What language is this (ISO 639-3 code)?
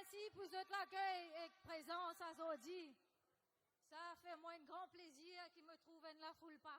mfe